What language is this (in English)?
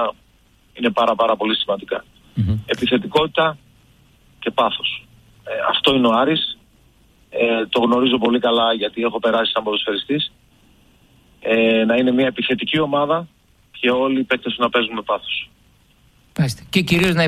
Greek